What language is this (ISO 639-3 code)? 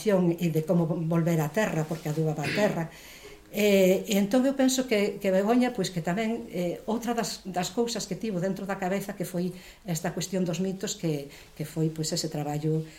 glg